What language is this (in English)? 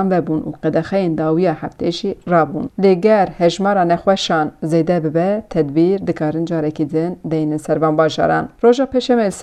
Kurdish